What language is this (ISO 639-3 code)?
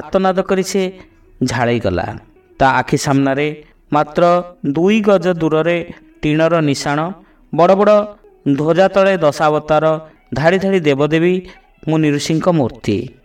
ori